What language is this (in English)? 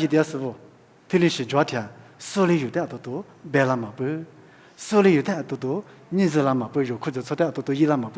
Lisu